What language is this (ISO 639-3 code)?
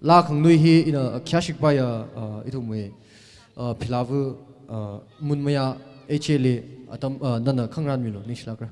nmf